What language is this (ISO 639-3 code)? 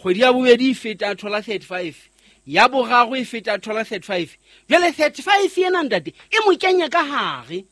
sot